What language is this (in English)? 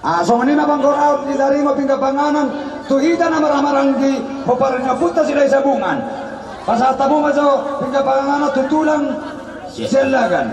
Batak Toba